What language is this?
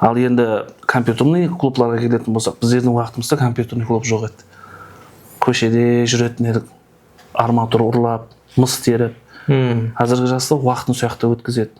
Kara-Kalpak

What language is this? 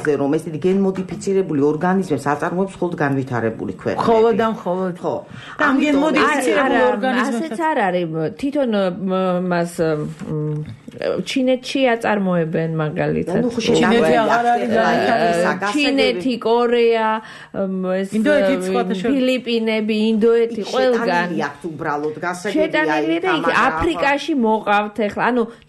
Georgian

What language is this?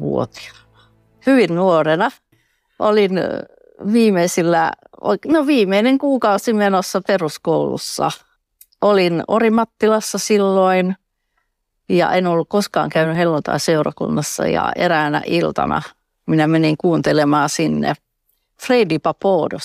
Finnish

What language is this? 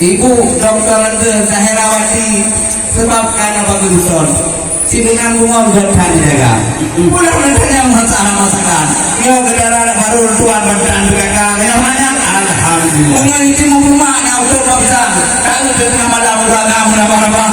Achinese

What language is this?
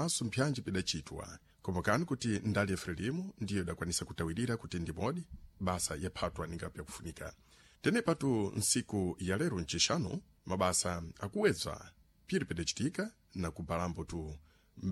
Sena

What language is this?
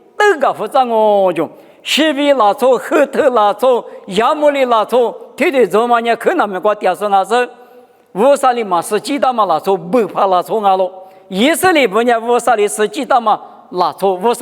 Lisu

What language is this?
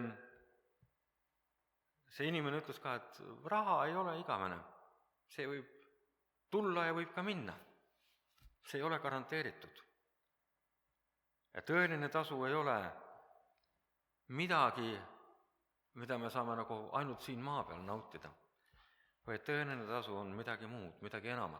Estonian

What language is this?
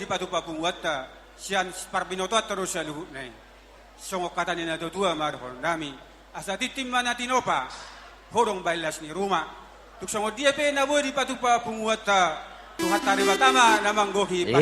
Batak Toba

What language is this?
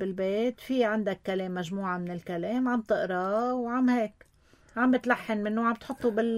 North Levantine Arabic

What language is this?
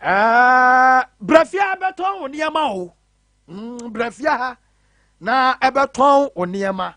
Akan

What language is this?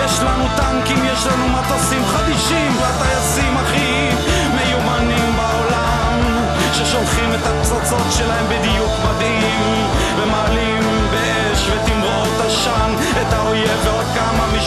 Hebrew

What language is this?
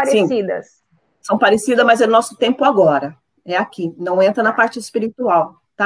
Portuguese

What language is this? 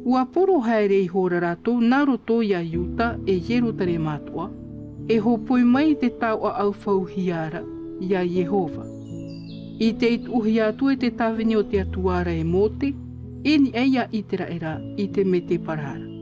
Tahitian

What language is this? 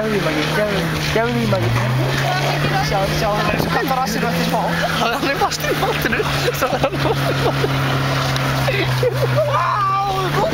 Icelandic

